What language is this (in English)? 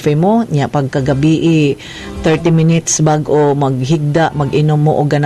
Cebuano